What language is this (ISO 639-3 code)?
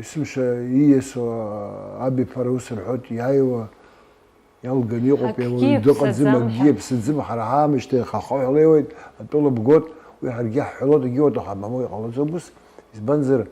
abk